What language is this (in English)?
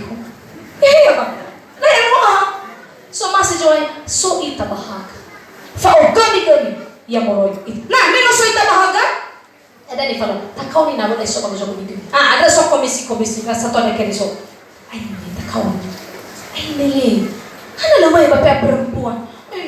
Nias